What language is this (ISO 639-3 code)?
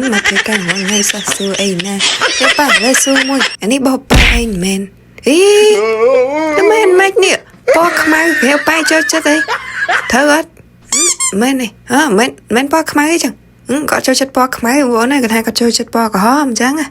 khm